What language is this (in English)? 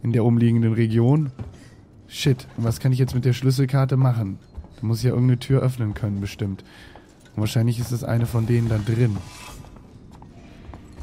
German